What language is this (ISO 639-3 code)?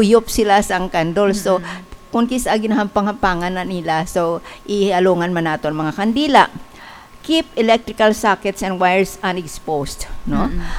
hil